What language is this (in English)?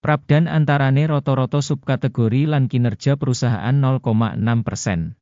Javanese